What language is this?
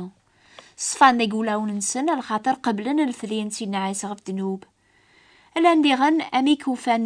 Kabyle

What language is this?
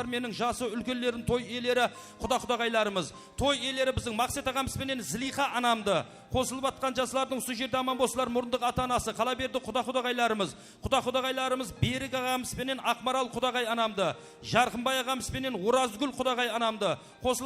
Kara-Kalpak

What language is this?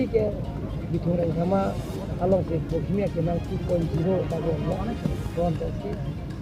Karbi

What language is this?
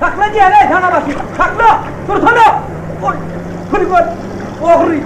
Turkmen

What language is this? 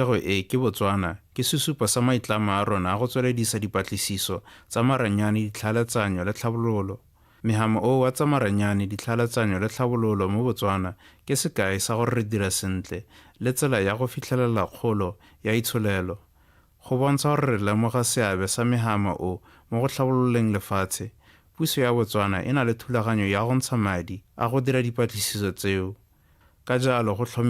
Tswana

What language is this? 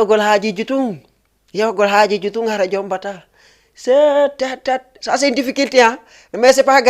Fula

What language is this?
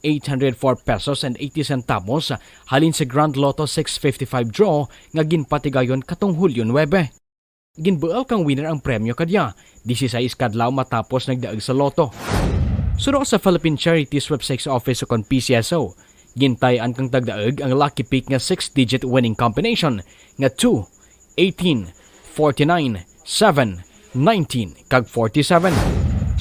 Kinaray-a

